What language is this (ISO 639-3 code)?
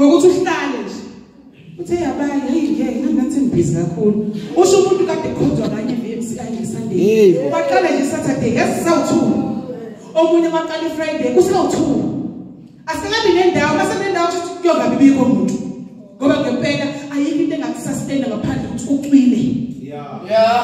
zul